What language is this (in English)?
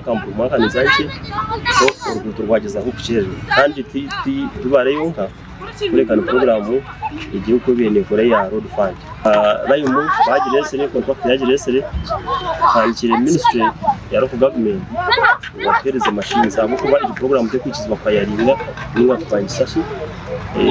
Nyankole